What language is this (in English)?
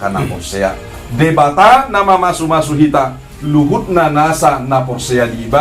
Batak Toba